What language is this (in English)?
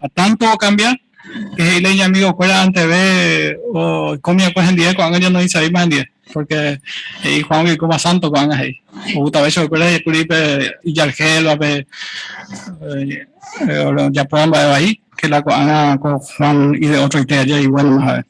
Guarani